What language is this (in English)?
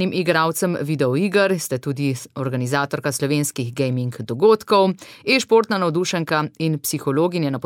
Slovenian